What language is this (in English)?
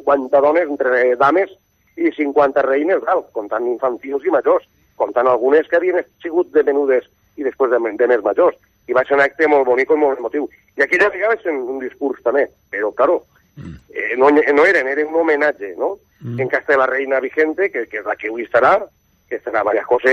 Catalan